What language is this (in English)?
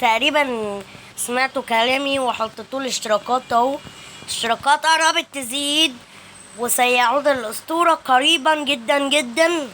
Egyptian Arabic